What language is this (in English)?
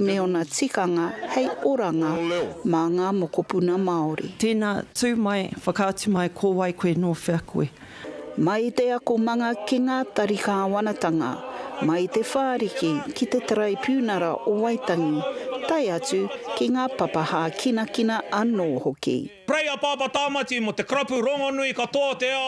Māori